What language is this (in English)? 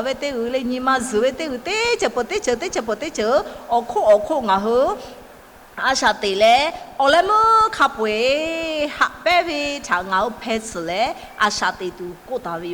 Lahu